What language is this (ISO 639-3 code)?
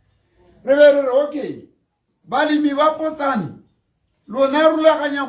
tsn